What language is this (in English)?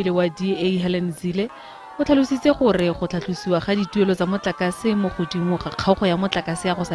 Tswana